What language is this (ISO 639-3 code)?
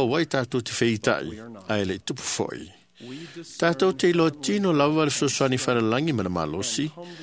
smo